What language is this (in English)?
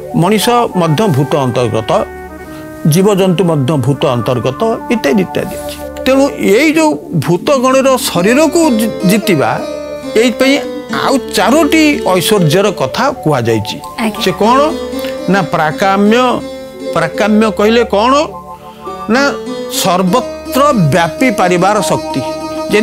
Odia